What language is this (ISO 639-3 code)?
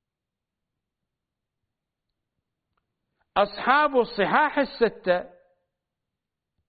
ara